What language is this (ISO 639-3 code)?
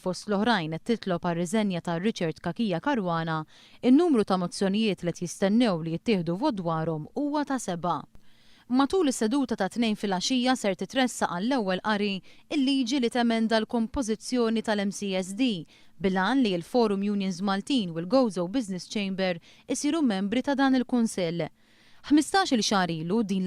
mlt